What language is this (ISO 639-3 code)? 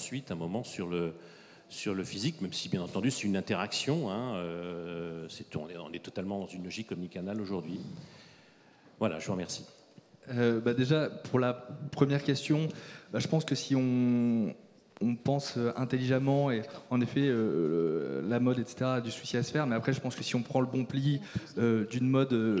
fra